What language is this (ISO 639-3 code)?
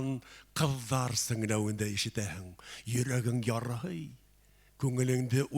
bak